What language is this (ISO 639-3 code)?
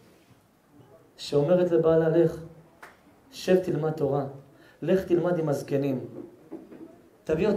heb